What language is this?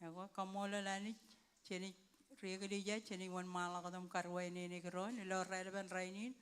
Marshallese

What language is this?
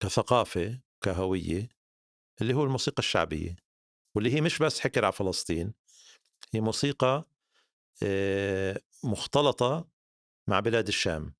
North Levantine Arabic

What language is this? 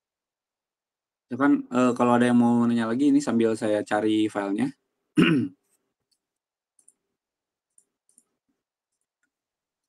Indonesian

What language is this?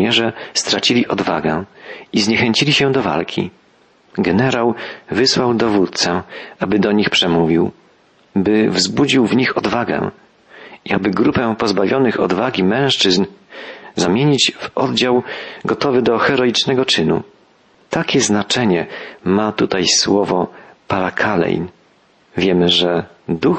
Polish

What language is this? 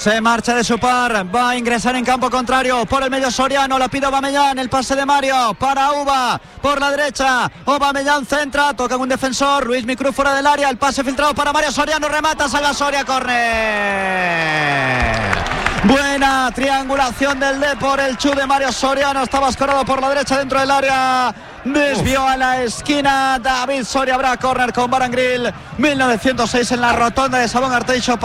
Spanish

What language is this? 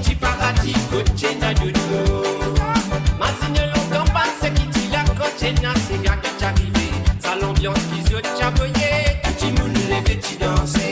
Morisyen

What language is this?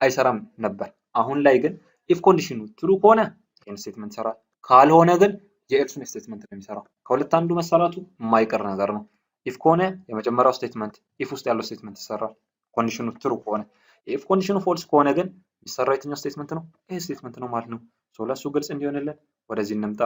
Amharic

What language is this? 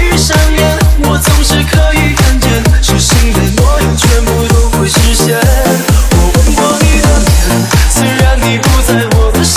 Chinese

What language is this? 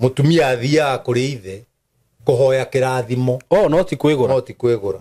Kikuyu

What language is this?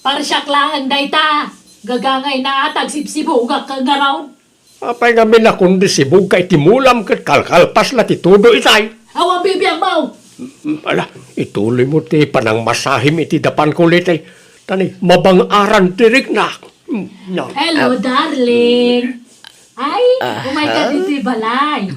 Iloko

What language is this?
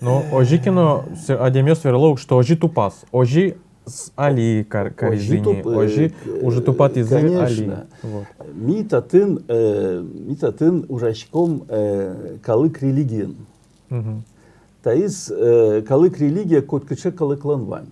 Udmurt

